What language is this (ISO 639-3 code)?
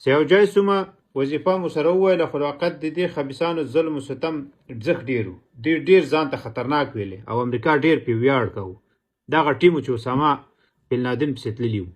pus